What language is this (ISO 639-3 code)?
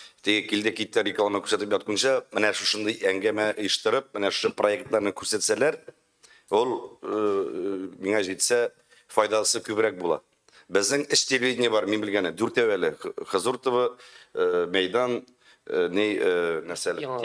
tat